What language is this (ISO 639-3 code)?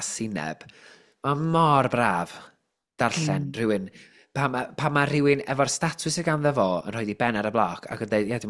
cym